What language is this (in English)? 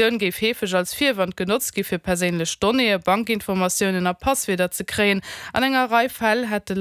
Luxembourgish